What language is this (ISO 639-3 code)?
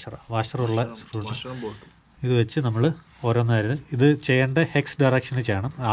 mal